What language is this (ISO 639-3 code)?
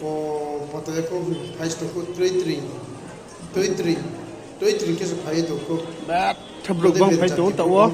ria